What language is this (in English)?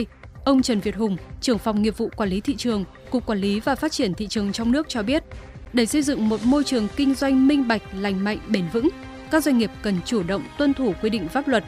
Vietnamese